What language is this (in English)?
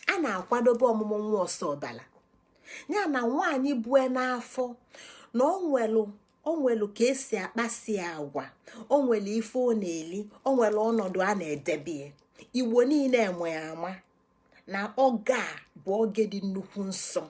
Igbo